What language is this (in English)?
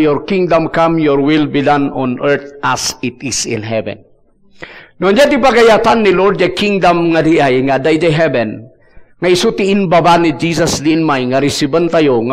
Iloko